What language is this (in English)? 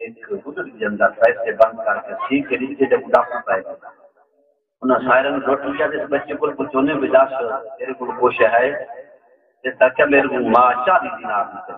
Saraiki